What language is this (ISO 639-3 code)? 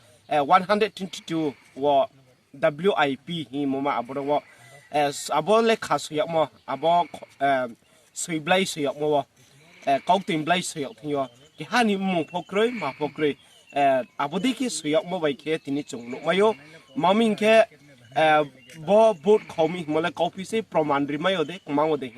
ria